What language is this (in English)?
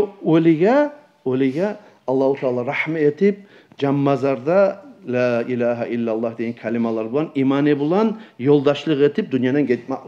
Kumyk